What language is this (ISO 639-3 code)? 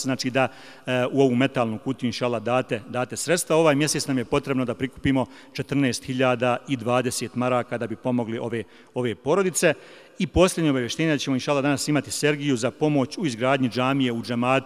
bos